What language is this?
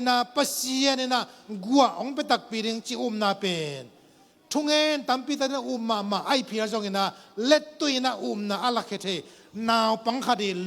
Tedim Chin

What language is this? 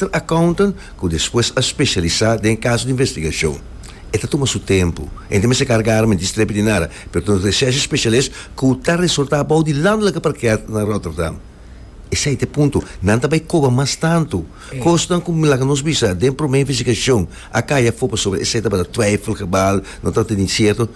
Papiamento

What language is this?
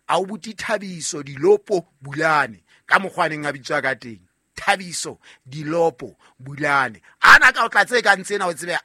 Southern Sotho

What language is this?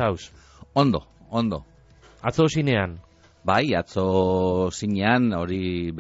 Basque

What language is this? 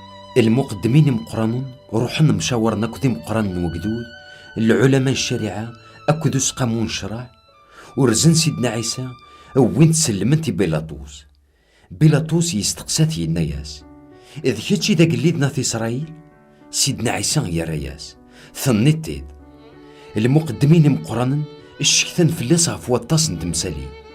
Kabyle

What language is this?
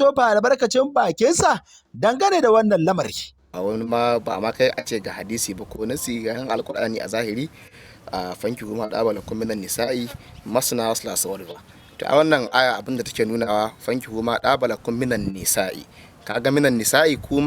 Hausa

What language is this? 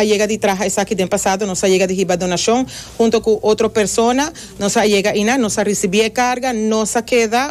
Papiamento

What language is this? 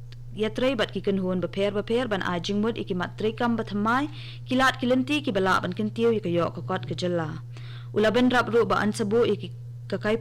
Khasi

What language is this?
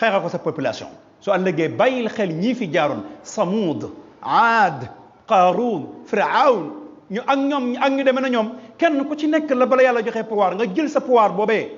Wolof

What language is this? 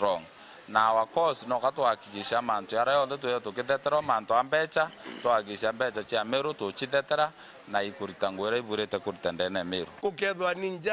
Meru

